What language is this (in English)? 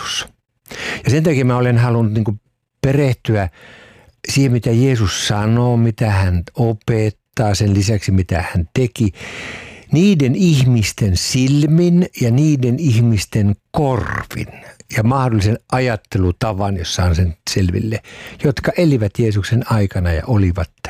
Finnish